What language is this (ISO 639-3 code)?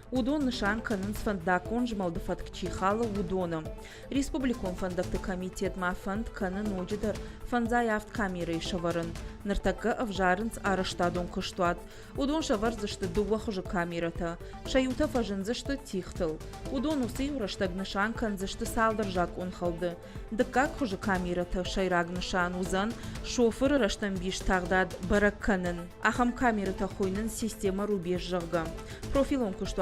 oss